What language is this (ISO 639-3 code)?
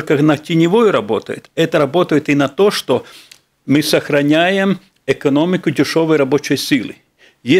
rus